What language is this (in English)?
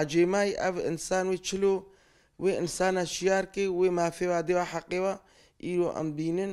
Kurdish